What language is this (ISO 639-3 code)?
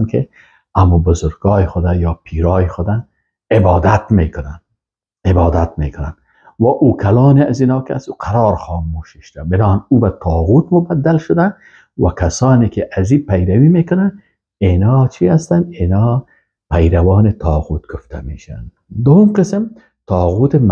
fas